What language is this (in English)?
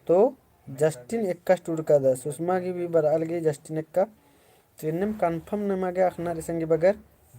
Kurukh